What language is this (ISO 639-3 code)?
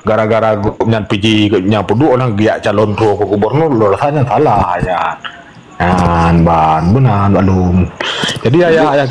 ace